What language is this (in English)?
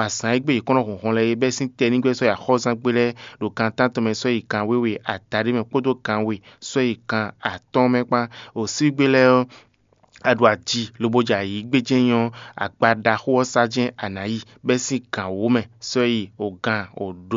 Fon